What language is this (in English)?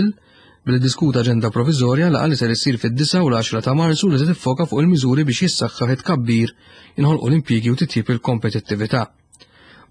Maltese